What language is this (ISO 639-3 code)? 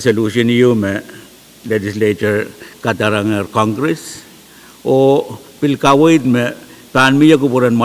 pon